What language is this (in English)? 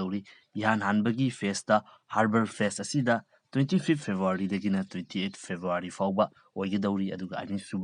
Manipuri